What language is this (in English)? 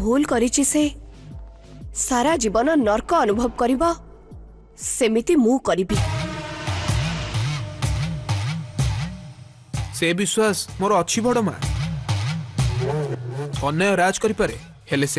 Odia